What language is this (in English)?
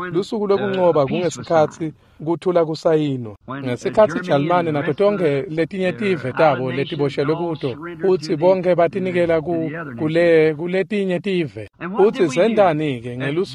Swati